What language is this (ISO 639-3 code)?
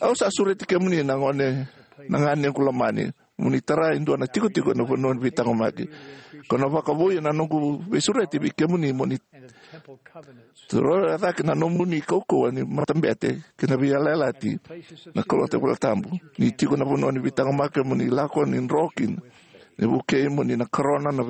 fij